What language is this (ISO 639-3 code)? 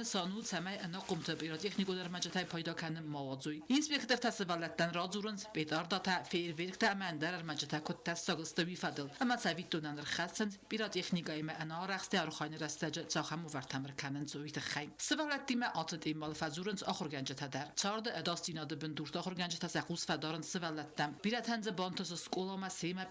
oss